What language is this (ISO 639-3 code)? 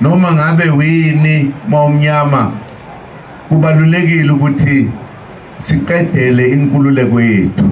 zul